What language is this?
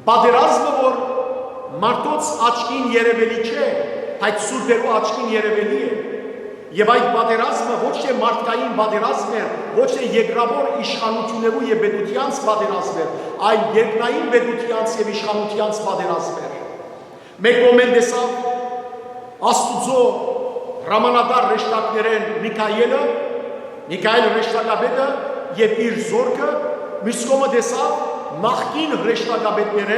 Western Armenian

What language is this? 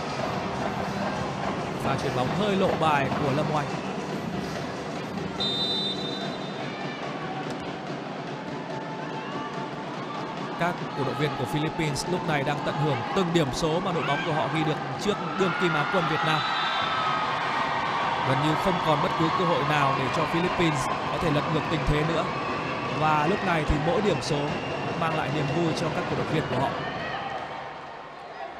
Vietnamese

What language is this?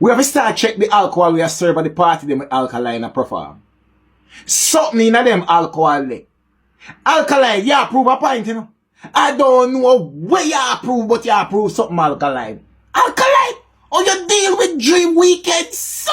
Jamaican Creole English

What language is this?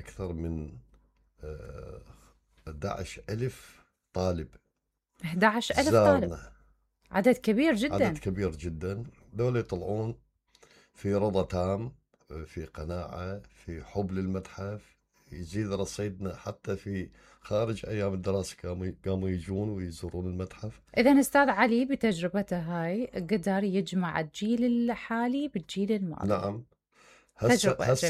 Mesopotamian Arabic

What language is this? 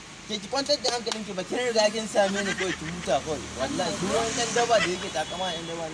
Hausa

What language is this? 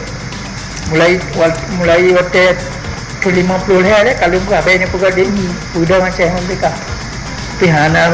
Achinese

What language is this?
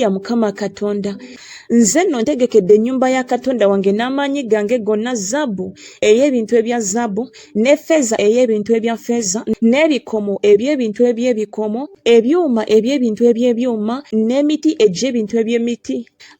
Ganda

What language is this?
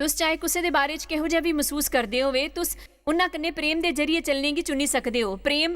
Dogri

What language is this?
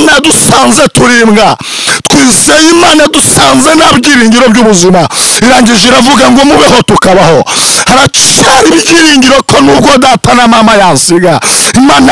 Kinyarwanda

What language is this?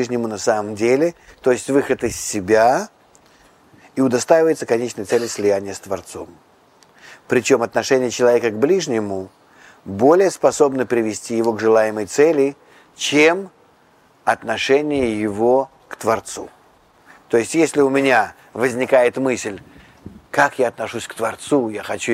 Russian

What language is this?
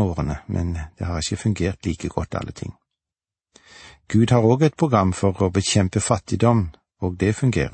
Norwegian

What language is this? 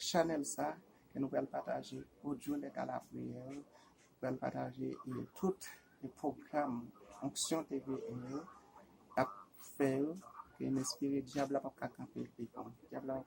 Haitian Creole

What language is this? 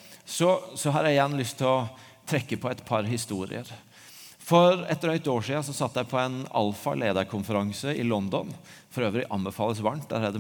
Norwegian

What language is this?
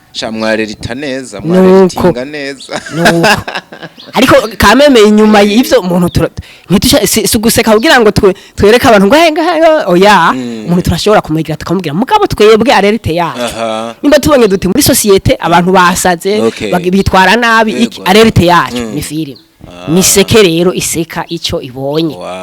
Rundi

